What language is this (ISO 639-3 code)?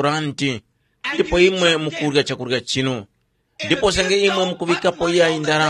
tum